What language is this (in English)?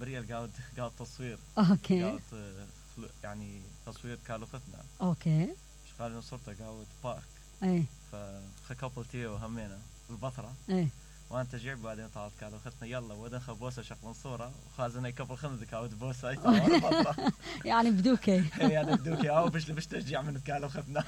Mesopotamian Arabic